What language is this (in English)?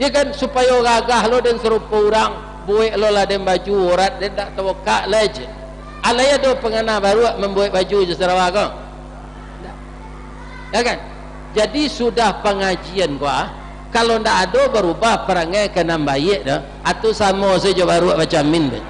Minangkabau